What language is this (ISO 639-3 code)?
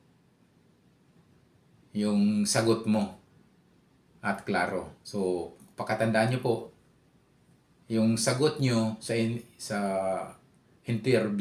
fil